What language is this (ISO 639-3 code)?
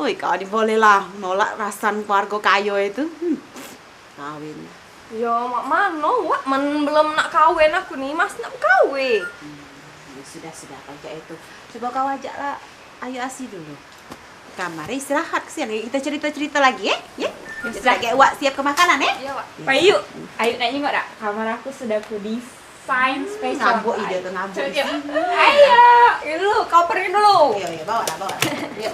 mui